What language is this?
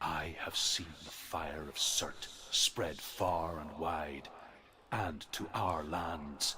Kabuverdianu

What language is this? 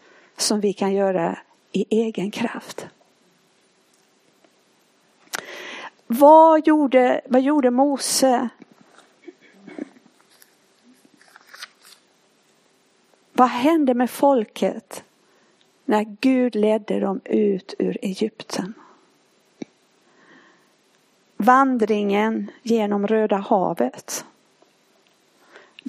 Swedish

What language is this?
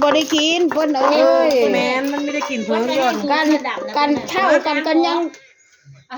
Northeastern Thai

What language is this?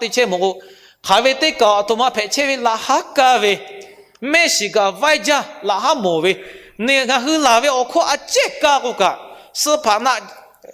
Lahu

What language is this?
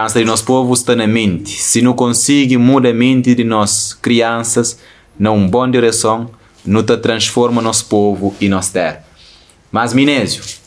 Kabuverdianu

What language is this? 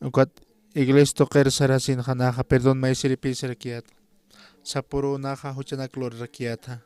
Aymara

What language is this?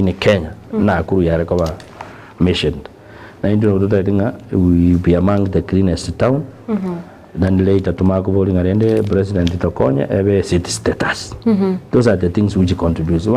Gusii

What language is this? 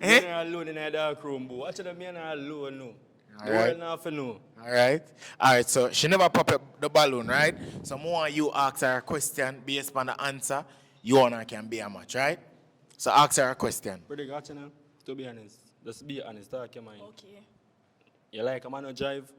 Jamaican Creole English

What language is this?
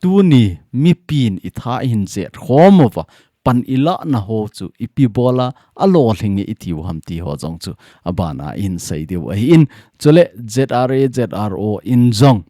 Thado Chin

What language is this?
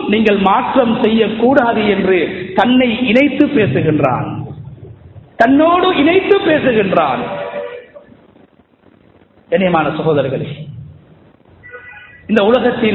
Tamil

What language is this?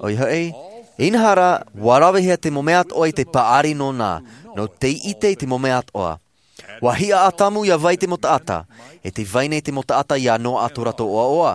Tahitian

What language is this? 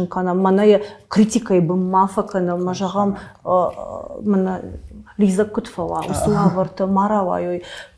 Ossetic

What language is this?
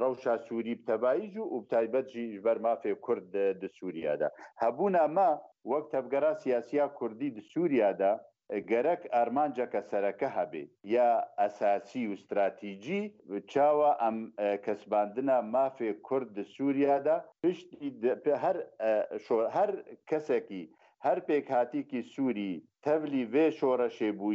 Kurdish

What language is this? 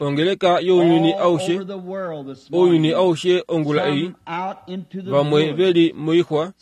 Kuanyama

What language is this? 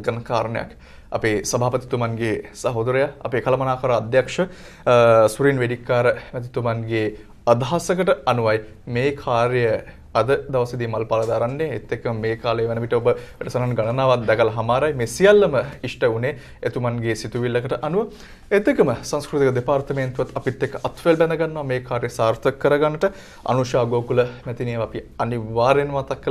Sinhala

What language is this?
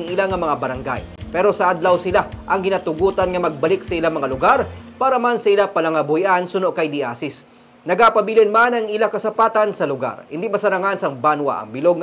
Hiligaynon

